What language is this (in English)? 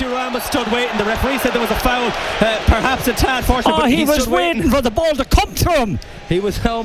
English